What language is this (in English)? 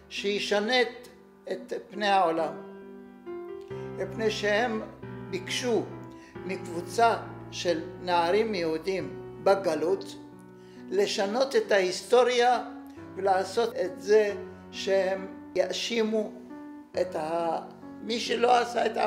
Hebrew